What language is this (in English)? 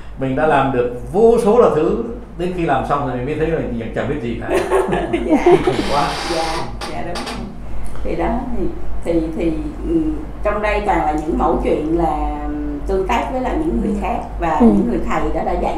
Vietnamese